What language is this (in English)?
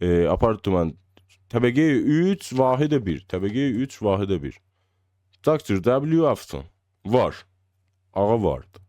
South Azerbaijani